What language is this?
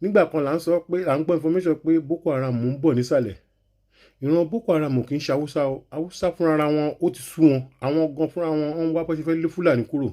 Yoruba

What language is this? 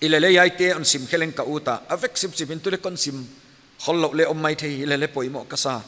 Paite Chin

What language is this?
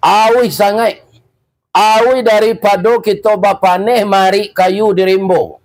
Minangkabau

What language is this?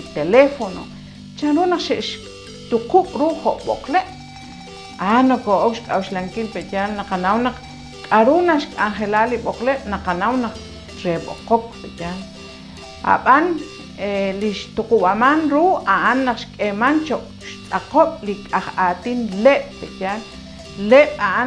Kekchí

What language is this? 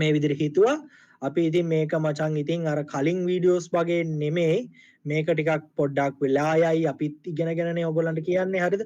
Sinhala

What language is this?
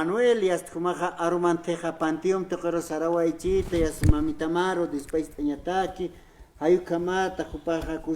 Aymara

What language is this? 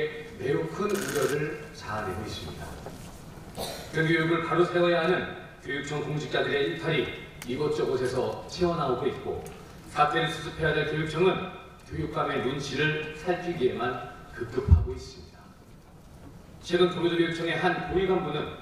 Korean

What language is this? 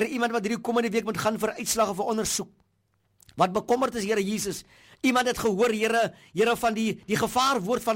Afrikaans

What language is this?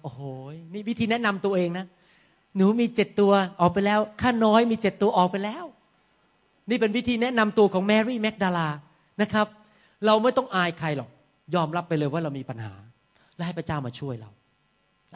Thai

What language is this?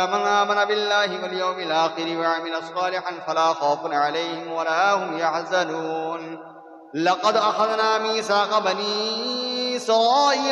Arabic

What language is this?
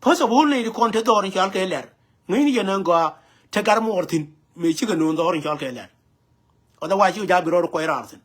Nuer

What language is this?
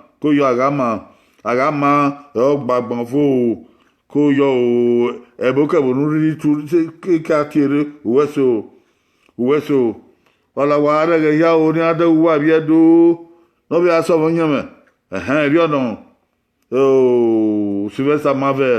Bini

